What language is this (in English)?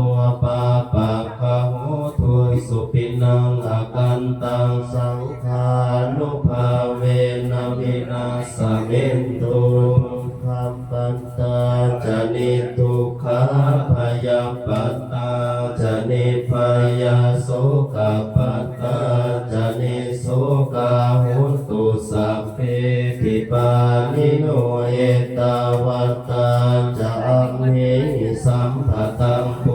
Pali